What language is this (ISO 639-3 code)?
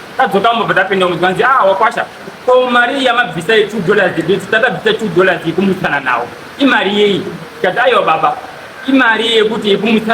sna